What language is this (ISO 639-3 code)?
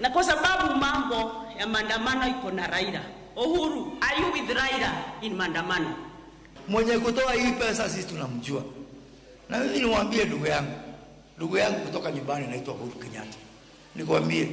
luo